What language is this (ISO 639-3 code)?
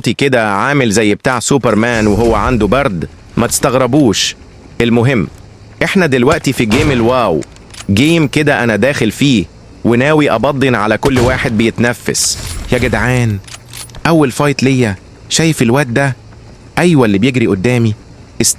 arz